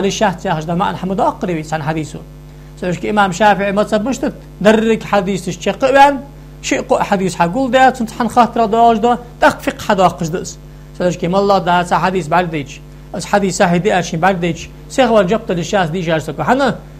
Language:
Ingush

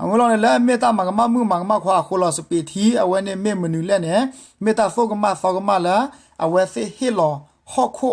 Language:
S'gaw Karen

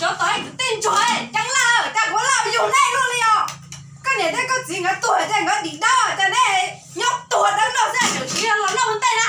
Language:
Hmong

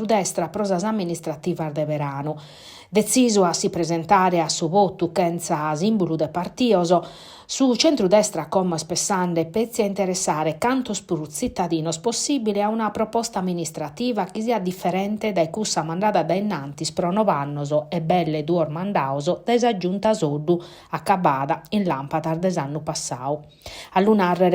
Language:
Sardinian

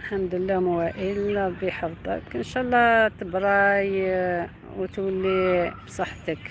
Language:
Algerian Arabic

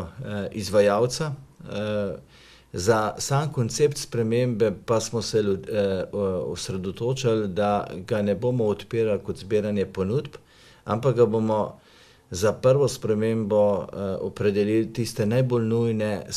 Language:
Slovenian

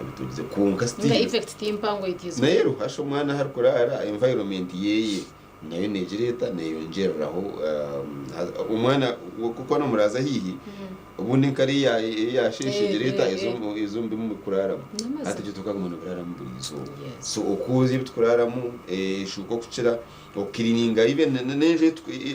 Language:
Nyankole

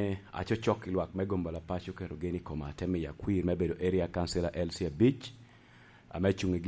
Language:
Lango (Uganda)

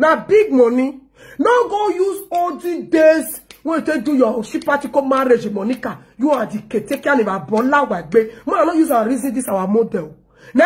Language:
Nigerian Pidgin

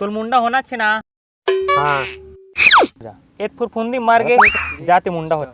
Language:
Chhattisgarhi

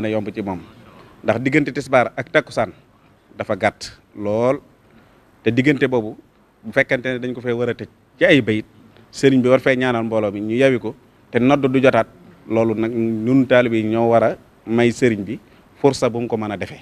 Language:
Wolof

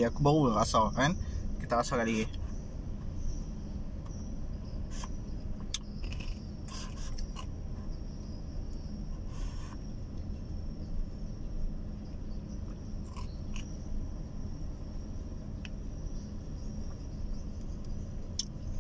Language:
Malay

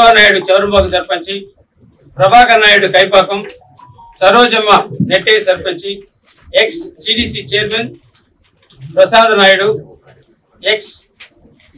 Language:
Telugu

